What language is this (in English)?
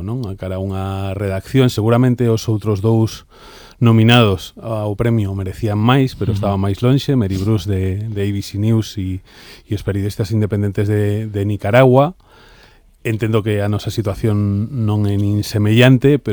Galician